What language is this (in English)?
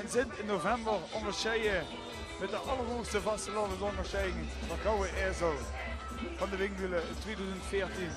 Limburgish